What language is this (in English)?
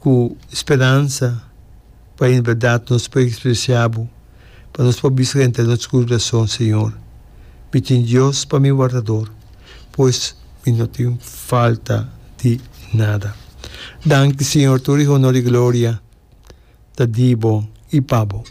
Papiamento